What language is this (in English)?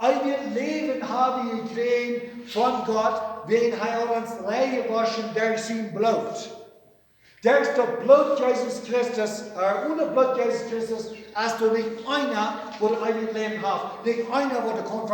Plautdietsch